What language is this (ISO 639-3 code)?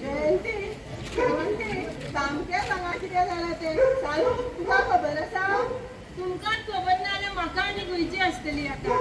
kok